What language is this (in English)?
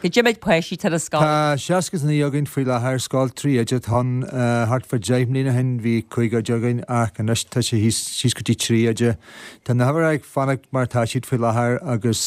Irish